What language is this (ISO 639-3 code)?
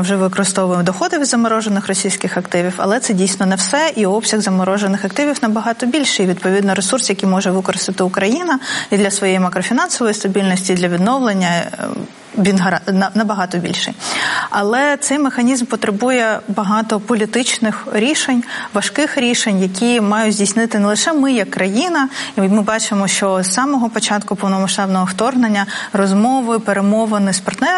ukr